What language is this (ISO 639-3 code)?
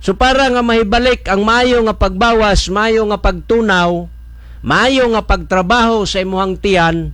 ceb